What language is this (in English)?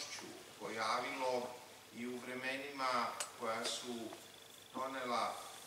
Serbian